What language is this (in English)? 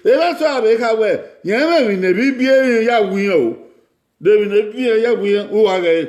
Bini